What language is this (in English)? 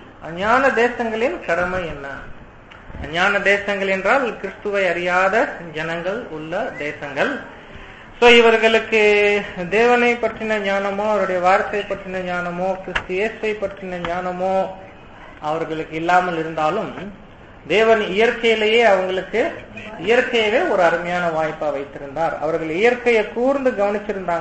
Tamil